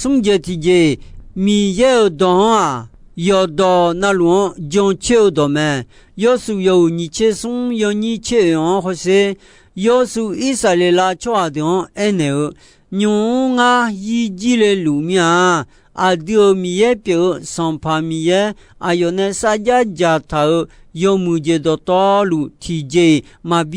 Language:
Akha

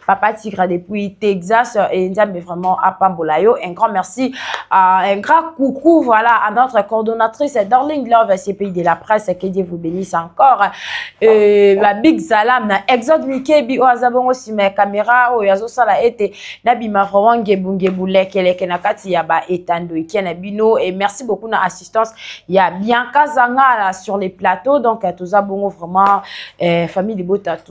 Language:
Lingala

